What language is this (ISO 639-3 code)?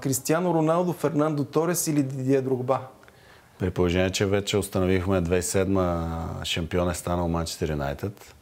bul